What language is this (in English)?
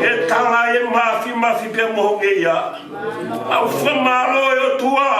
Tongan